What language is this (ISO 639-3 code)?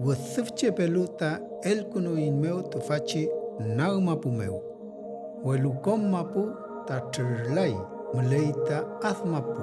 arn